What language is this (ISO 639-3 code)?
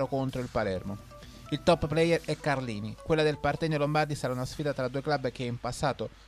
ita